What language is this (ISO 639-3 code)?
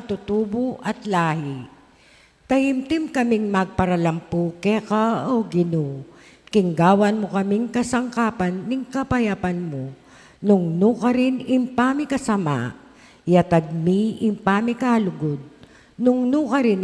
pam